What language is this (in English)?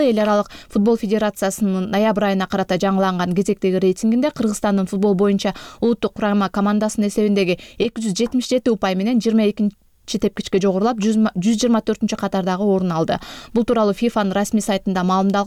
Kyrgyz